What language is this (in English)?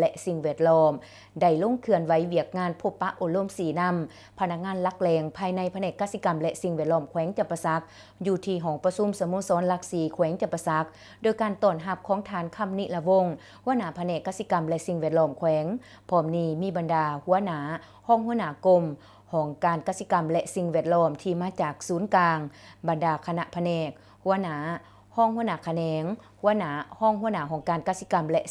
Lao